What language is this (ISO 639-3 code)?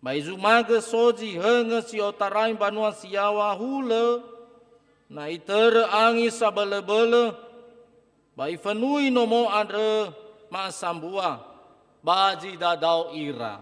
nia